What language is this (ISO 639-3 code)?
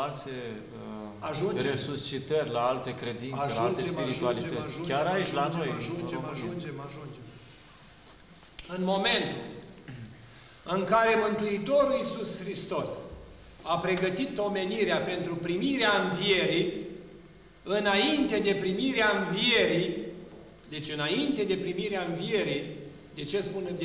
ron